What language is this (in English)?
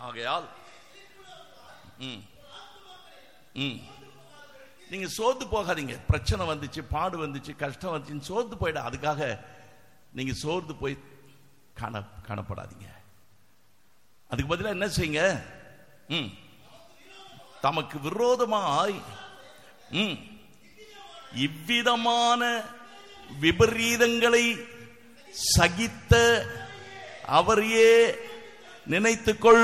Tamil